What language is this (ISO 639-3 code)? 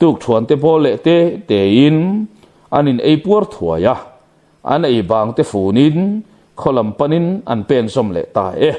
lus